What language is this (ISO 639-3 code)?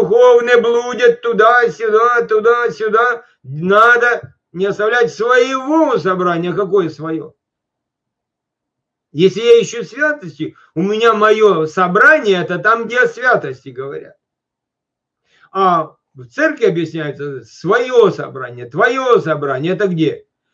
rus